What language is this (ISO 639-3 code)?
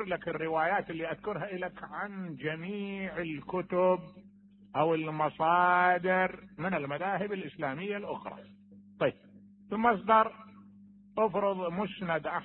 acm